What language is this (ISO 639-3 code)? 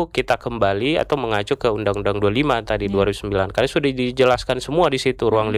ind